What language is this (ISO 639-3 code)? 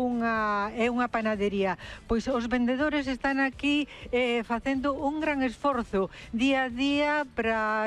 glg